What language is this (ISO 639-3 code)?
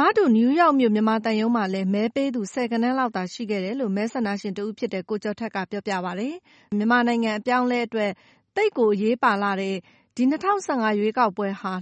mya